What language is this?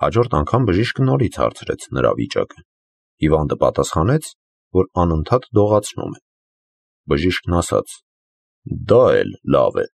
Armenian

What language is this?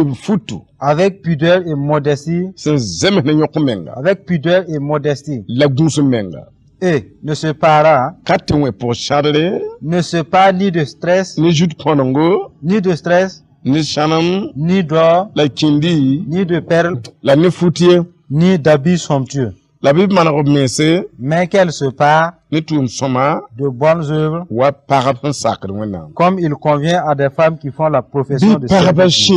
Mossi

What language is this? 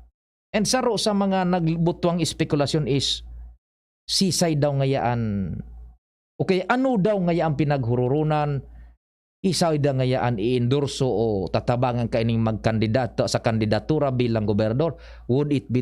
Bikol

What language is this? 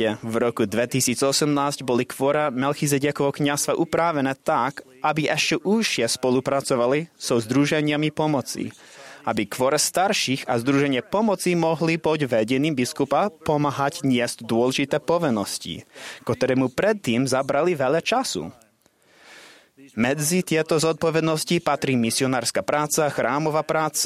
Slovak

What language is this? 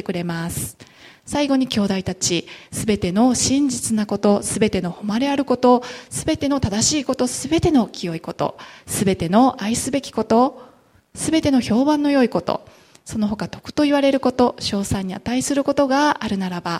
Japanese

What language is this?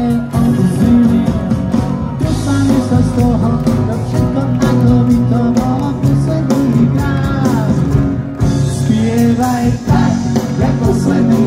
Slovak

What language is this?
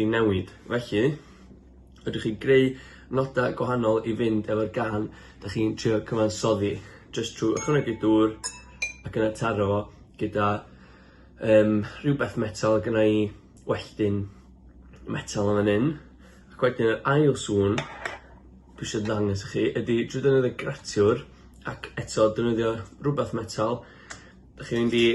Welsh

